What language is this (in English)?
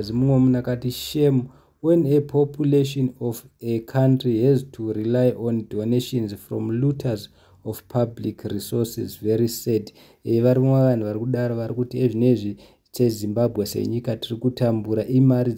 Shona